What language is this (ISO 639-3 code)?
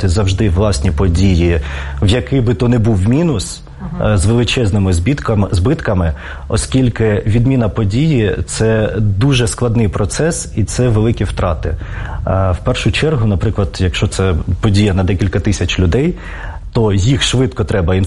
ukr